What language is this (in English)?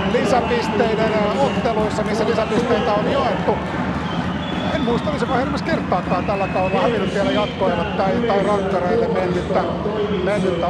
Finnish